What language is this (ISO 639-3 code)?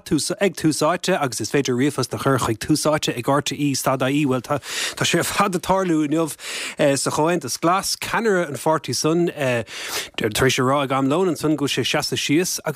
gle